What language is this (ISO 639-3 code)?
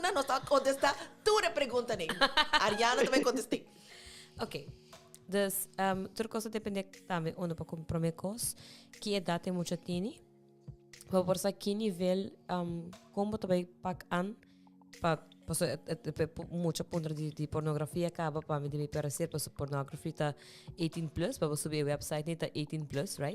pap